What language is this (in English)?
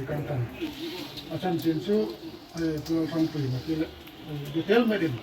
Hmar